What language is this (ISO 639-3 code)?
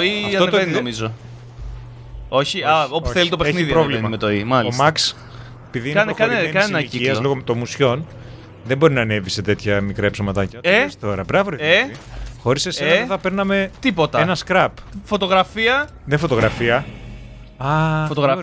ell